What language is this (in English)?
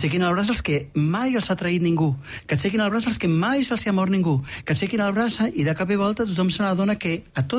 Catalan